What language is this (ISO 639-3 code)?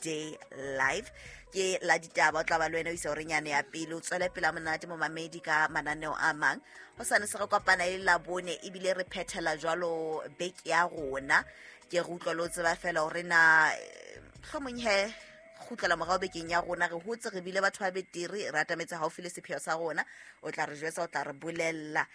sot